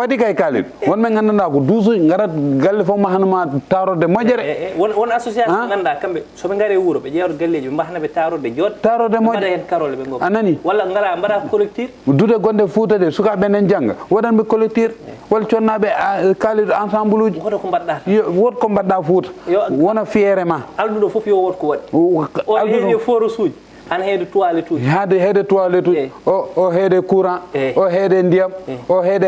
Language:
Fula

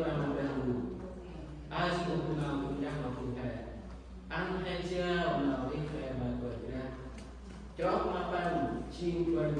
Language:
Central Mnong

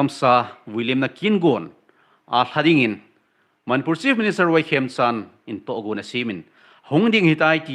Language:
Thado Chin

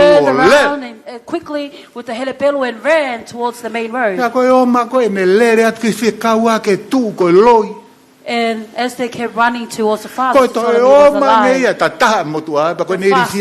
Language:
Tongan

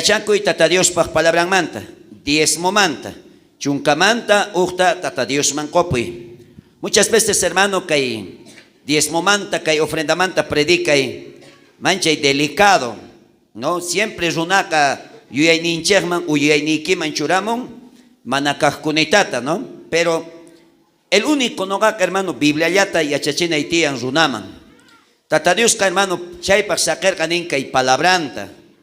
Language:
South Bolivian Quechua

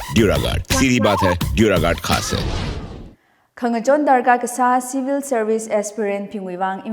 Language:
Tangkhul Naga (India)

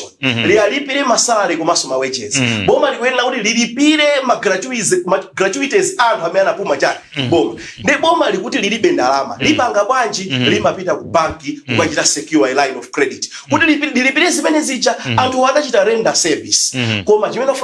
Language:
Nyanja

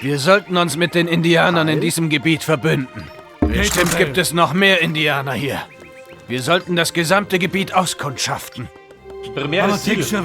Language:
Bavarian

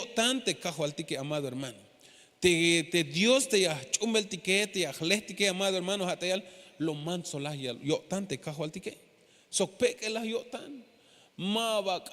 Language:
Tzeltal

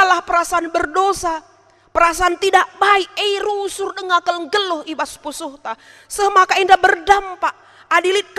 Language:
Batak Karo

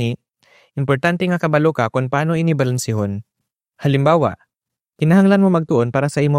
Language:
Hiligaynon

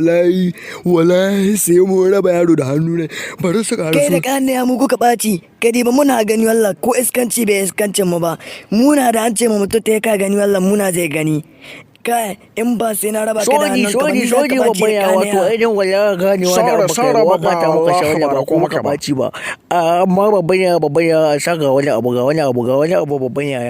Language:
Hausa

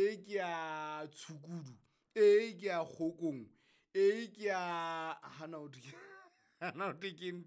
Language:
Southern Sotho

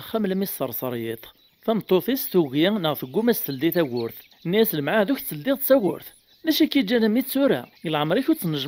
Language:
Kabyle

